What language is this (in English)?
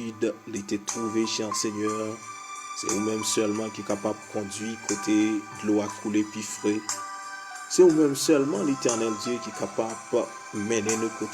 Haitian Creole